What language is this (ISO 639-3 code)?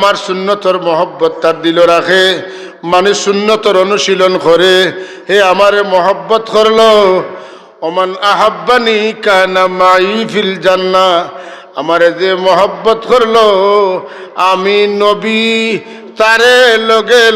syl